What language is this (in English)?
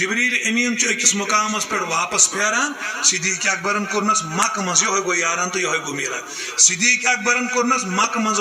Kashmiri